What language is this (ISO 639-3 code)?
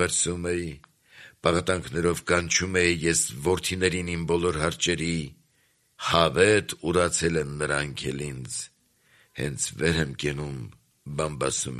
hye